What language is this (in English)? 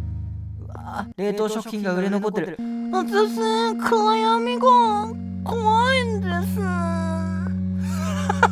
Japanese